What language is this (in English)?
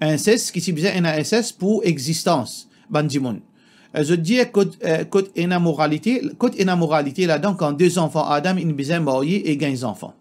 Morisyen